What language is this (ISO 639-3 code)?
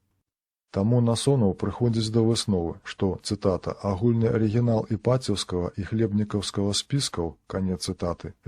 bel